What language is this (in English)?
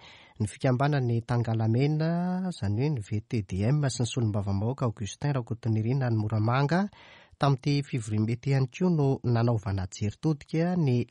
Malagasy